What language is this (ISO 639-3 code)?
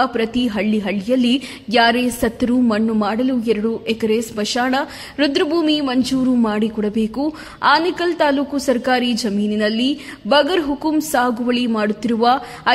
kan